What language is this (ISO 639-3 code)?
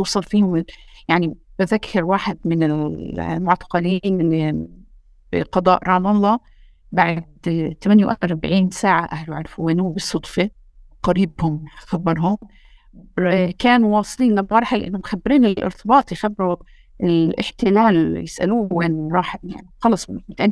apc